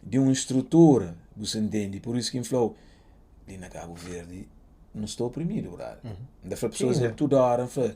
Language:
Kabuverdianu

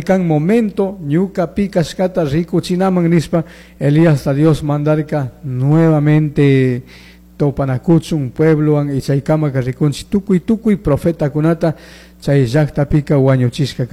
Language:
Chimborazo Highland Quichua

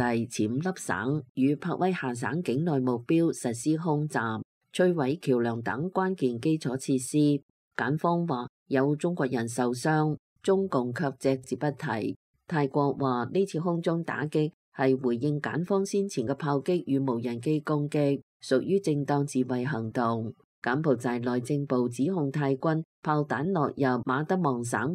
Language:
Cantonese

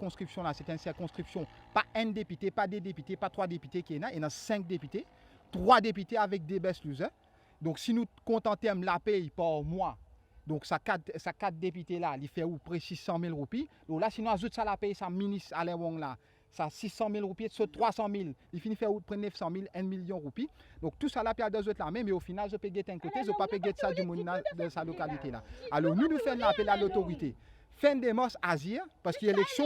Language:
Morisyen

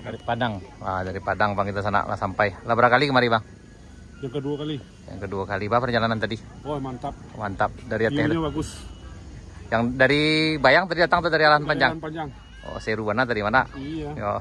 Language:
Minangkabau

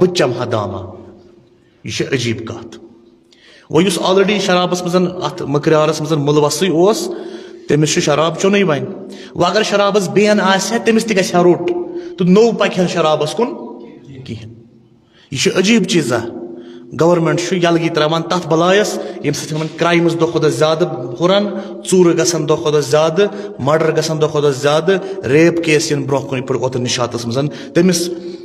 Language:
Kashmiri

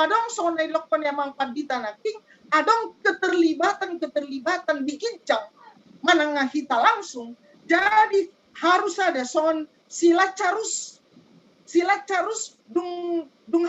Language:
Batak Toba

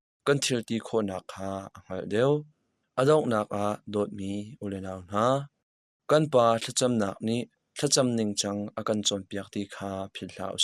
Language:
Hakha Chin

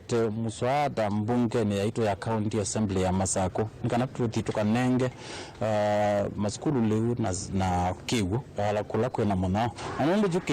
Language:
Kamba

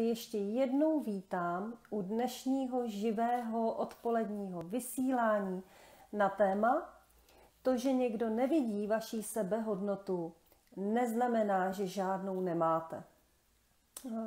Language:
Czech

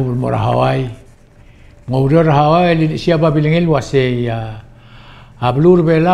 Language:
Palauan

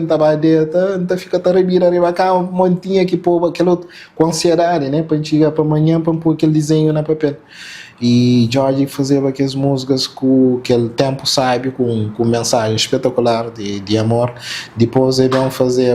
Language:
Kabuverdianu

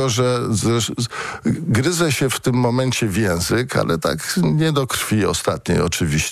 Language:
Polish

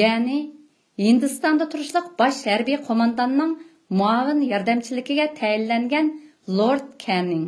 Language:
Uyghur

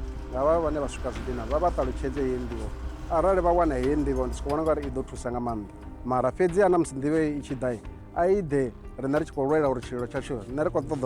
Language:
Venda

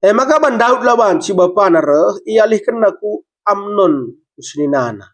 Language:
Batak Karo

